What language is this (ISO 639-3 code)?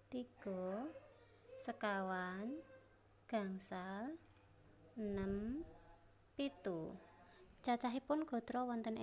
jav